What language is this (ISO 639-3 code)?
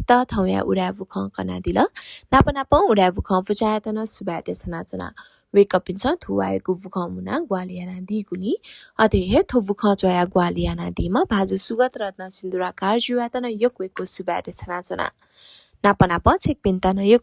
new